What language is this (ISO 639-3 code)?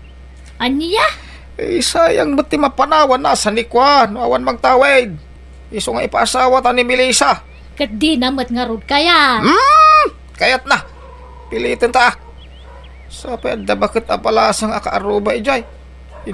ilo